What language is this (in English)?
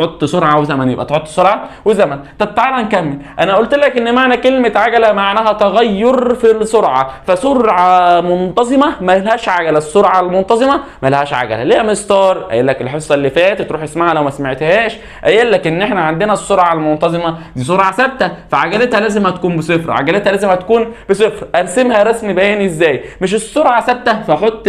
Egyptian Arabic